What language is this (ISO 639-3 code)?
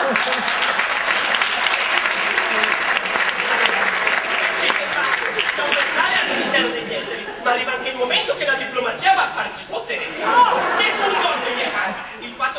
ita